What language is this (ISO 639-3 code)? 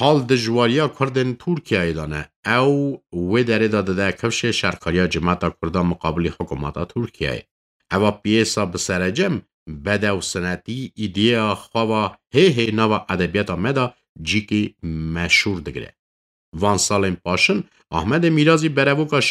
kur